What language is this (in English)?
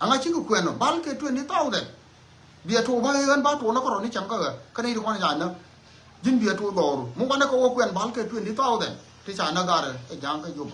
Nuer